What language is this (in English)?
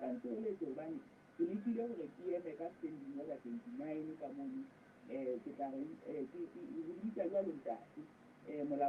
Southern Sotho